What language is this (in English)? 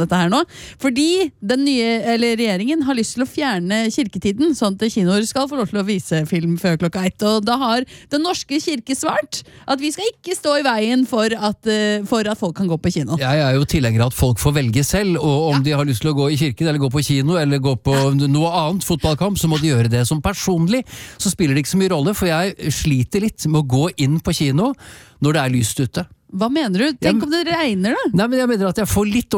Norwegian